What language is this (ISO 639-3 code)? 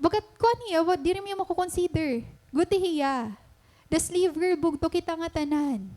war